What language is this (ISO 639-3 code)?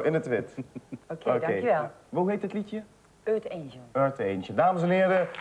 nld